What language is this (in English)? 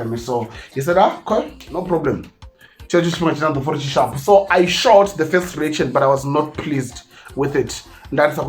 Venda